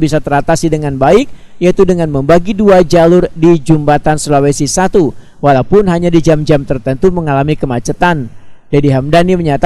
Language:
Banjar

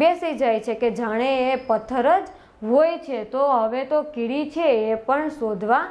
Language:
Gujarati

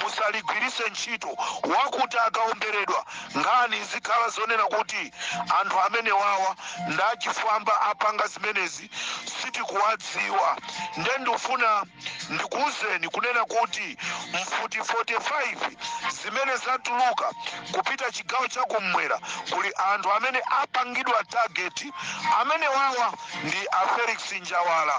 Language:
Nyanja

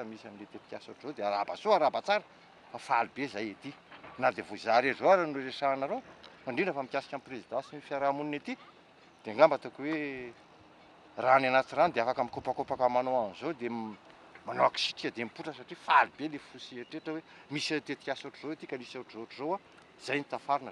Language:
Malagasy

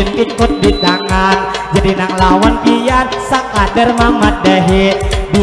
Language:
Banjar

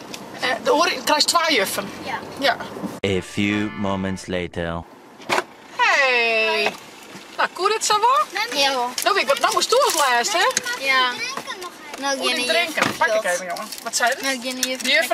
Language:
Western Frisian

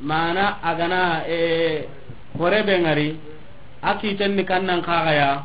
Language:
Soninke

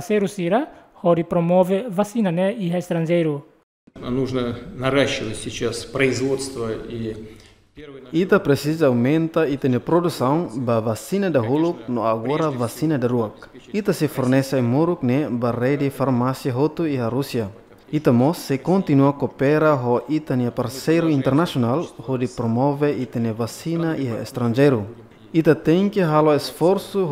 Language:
Tetum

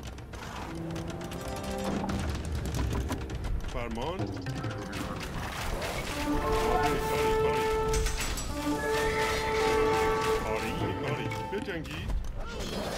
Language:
Persian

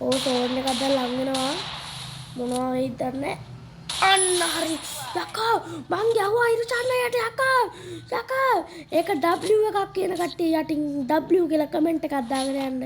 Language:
Sinhala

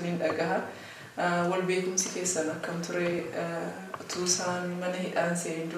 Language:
Oromo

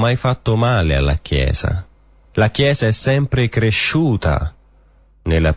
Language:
Italian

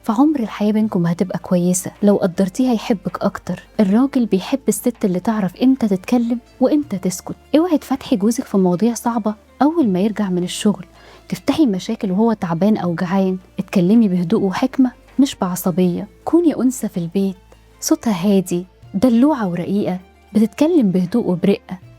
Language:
Egyptian Arabic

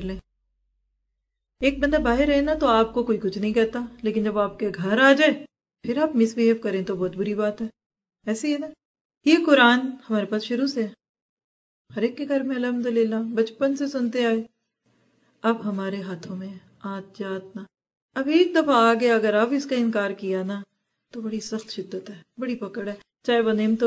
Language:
Urdu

